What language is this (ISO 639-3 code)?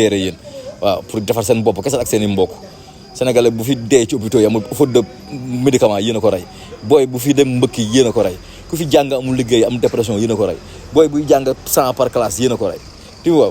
wol